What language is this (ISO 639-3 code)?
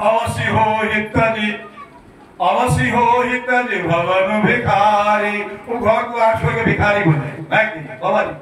mai